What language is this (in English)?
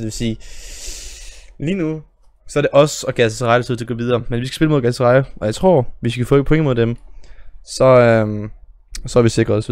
Danish